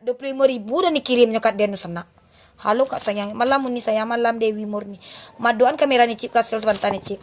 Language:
Minangkabau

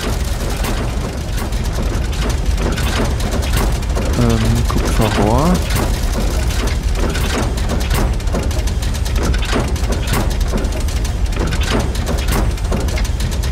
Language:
German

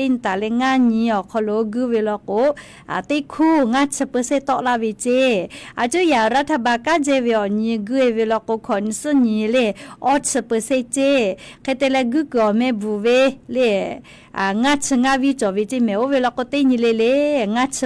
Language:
Lahu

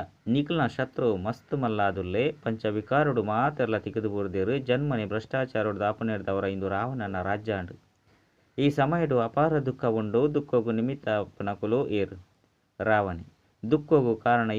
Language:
Tulu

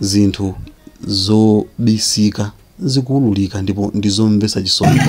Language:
Nyanja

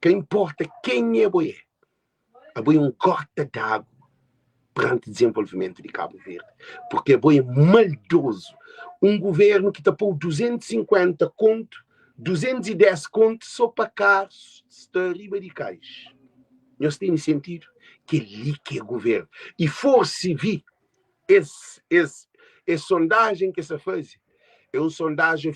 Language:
Kabuverdianu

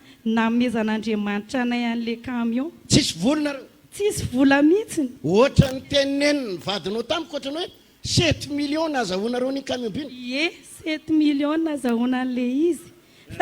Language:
Malagasy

